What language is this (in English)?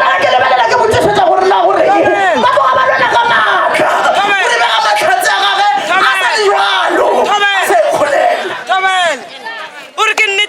Northern Sotho